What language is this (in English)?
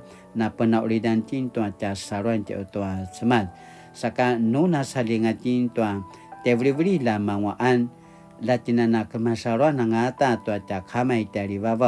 Paiwan